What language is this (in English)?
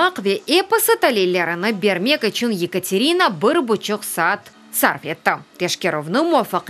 Crimean Tatar